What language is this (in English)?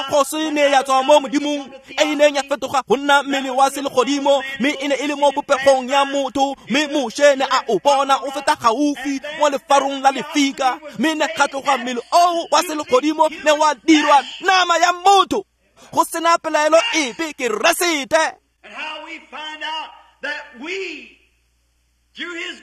Tswana